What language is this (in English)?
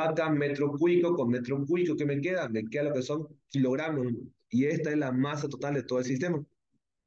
Spanish